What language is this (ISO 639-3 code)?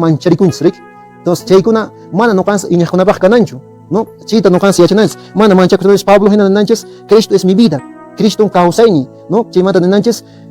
que